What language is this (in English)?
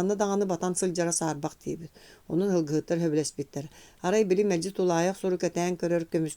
Yakut